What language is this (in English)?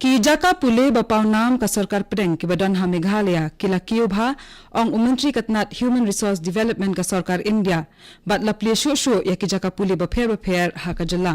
Khasi